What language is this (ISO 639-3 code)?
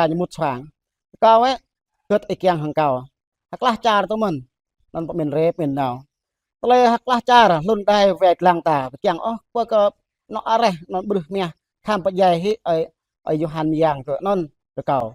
jra